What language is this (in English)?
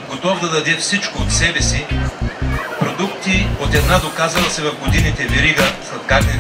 Bulgarian